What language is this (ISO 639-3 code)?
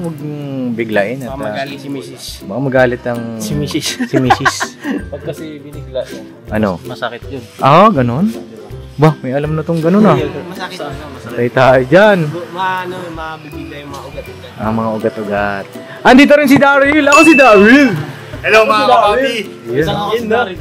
fil